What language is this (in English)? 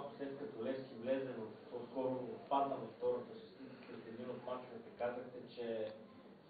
Bulgarian